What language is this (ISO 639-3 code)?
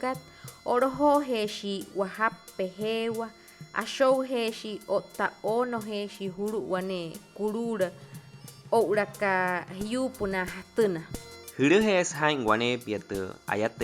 guc